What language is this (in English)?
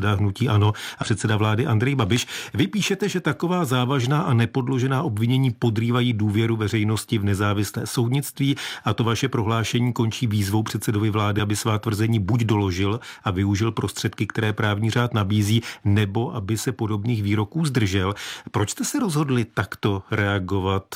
Czech